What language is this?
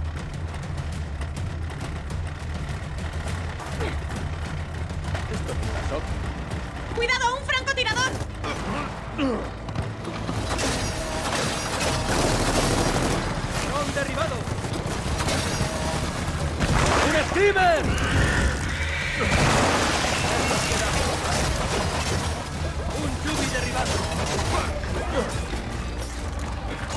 Spanish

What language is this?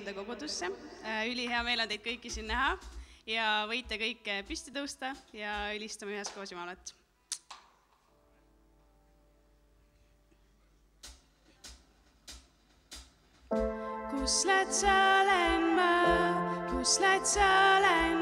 Estonian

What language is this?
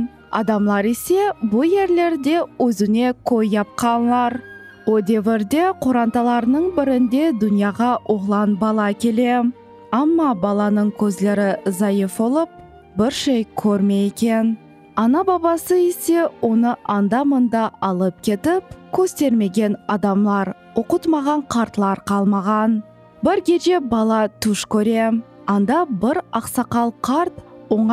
Crimean Tatar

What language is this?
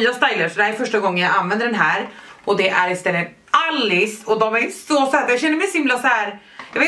Swedish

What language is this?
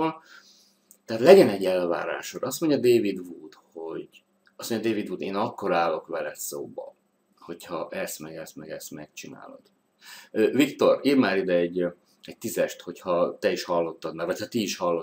Hungarian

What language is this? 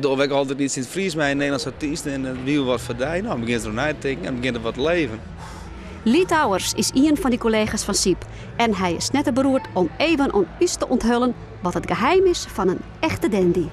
Western Frisian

